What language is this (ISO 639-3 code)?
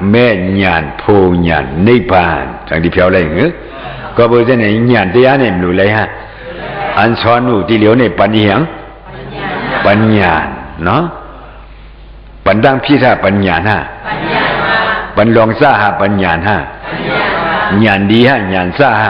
shn